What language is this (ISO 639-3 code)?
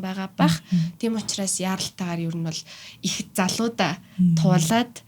mon